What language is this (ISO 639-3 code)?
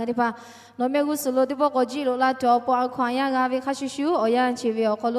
lhu